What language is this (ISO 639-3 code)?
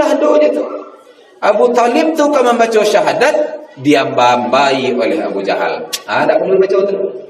min